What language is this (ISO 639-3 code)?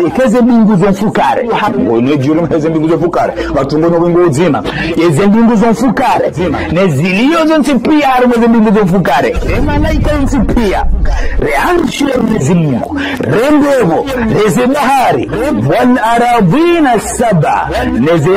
zdj